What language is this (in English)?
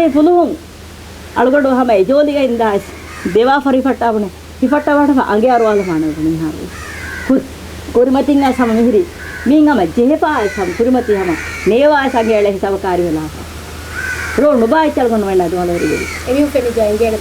Divehi